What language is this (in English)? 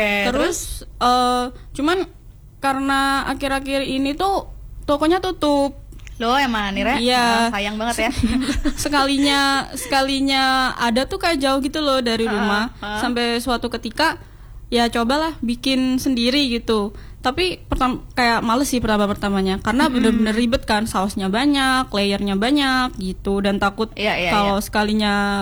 Indonesian